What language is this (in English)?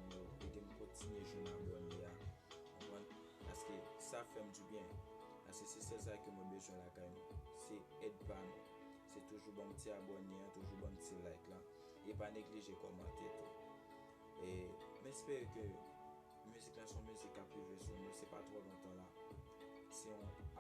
Haitian Creole